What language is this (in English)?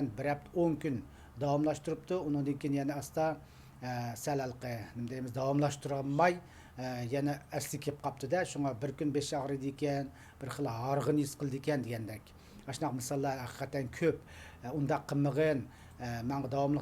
Uyghur